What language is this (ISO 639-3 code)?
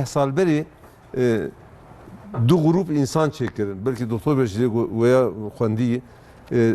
kur